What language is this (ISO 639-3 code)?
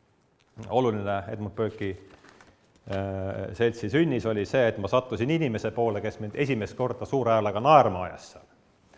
est